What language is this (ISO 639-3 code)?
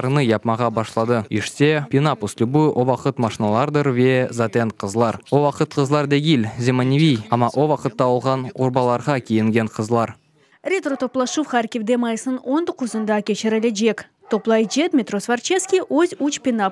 crh